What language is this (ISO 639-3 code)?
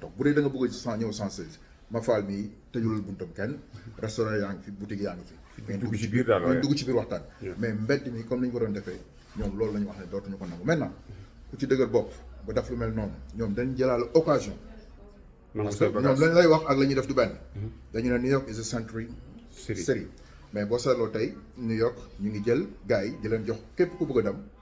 wol